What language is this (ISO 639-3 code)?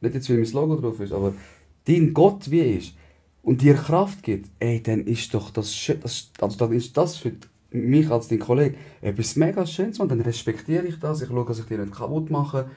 gsw